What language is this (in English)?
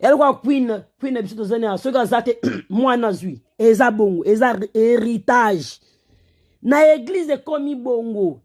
Lingala